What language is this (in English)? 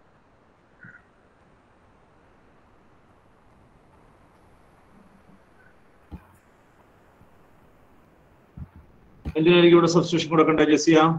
Malayalam